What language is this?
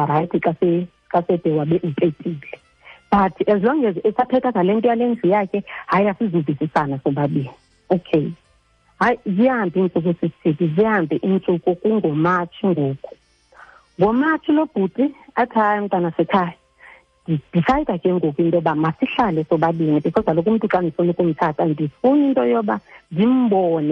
Xhosa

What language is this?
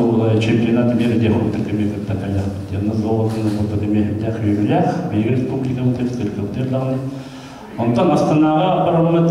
Yakut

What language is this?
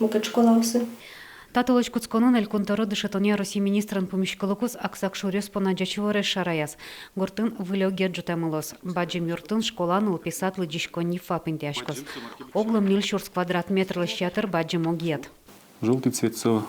Udmurt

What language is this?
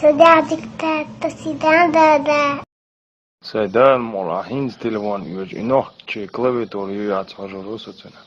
Chechen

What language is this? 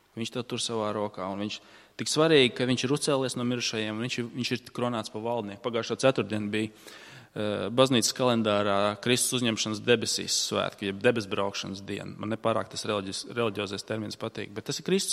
Latvian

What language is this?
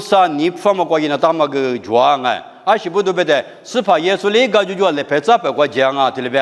Lisu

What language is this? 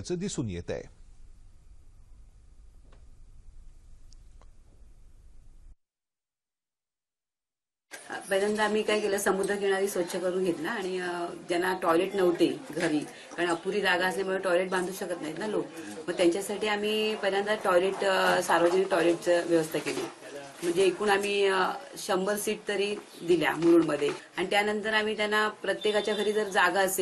Marathi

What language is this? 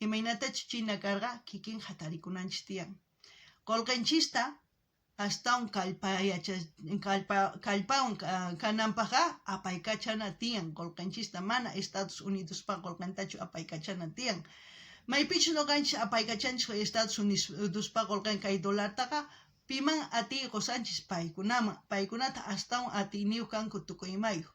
South Bolivian Quechua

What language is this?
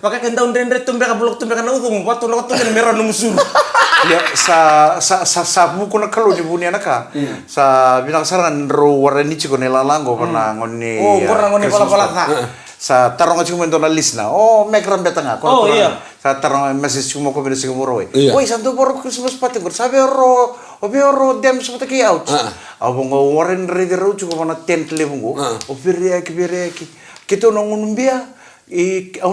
Fijian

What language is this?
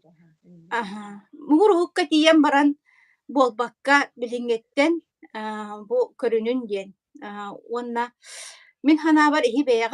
Yakut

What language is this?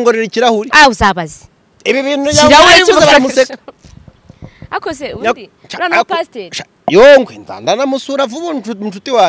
Kinyarwanda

